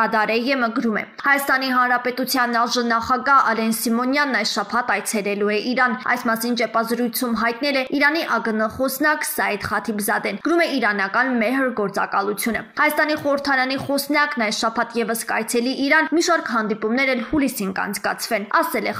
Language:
Armenian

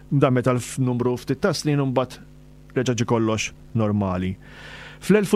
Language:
Maltese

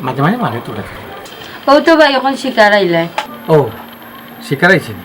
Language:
Sylheti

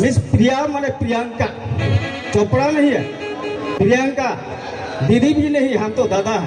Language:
Santali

